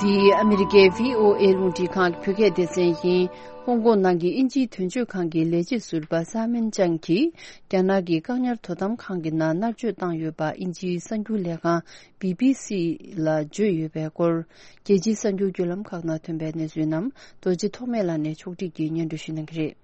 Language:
Tibetan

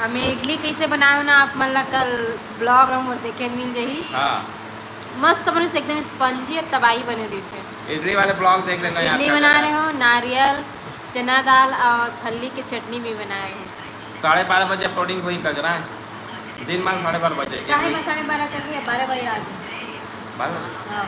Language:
Chhattisgarhi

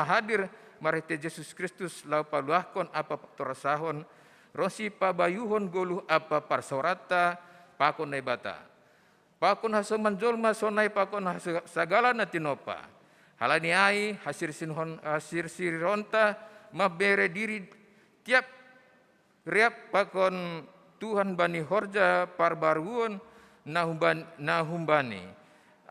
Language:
Batak Simalungun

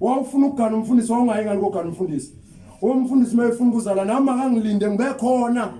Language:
Zulu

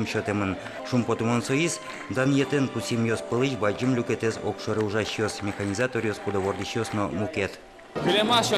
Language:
Udmurt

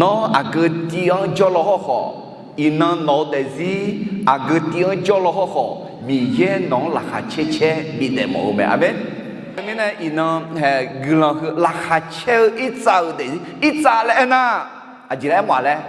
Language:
Akha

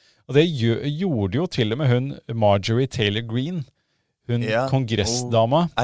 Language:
Norwegian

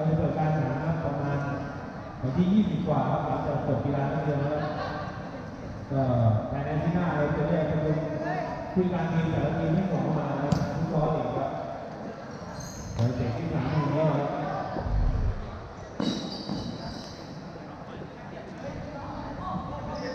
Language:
Thai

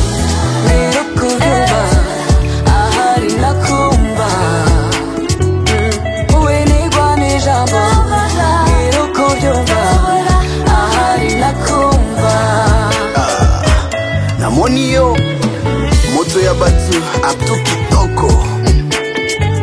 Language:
Kinyarwanda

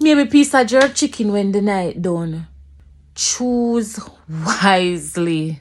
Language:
Jamaican Creole English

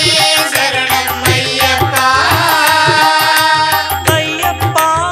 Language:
Tamil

